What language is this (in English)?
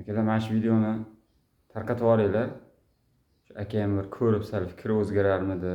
Uzbek